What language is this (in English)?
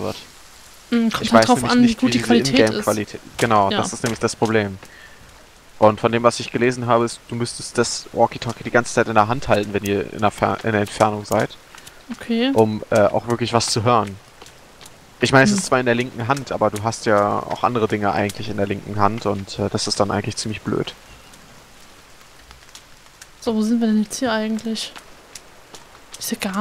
German